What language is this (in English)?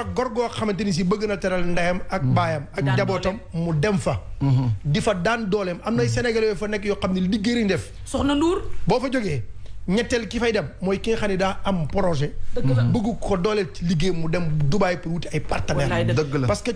Wolof